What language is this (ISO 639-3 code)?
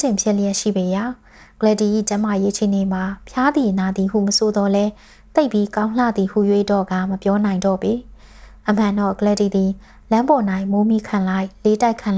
mya